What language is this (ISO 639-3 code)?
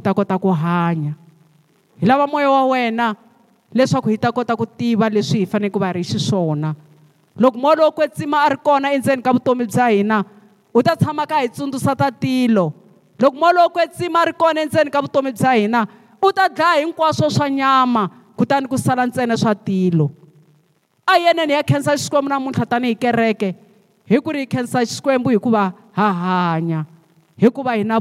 tso